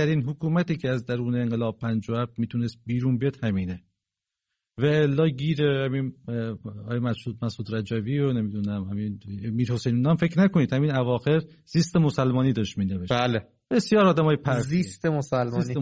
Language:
Persian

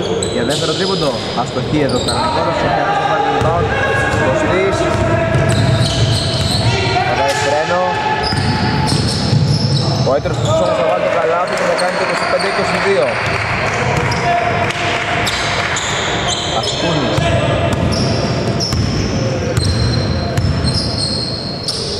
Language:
Greek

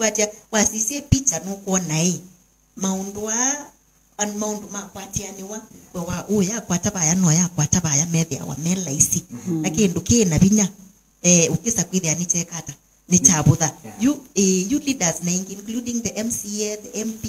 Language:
Kamba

